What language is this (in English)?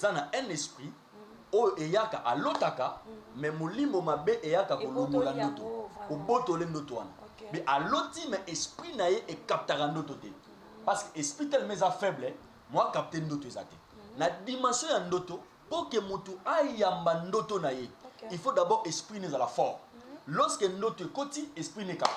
Lingala